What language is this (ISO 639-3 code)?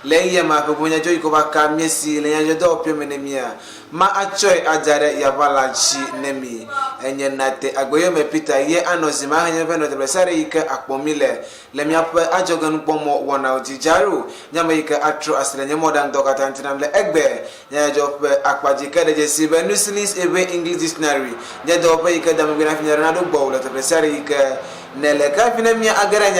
ewe